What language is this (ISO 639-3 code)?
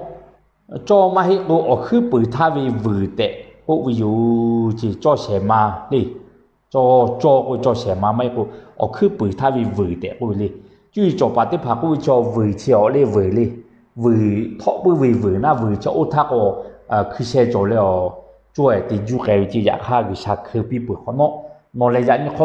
lhu